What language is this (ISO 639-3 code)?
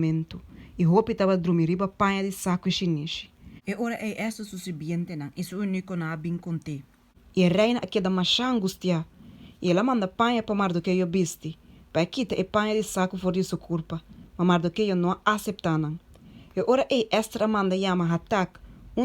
pap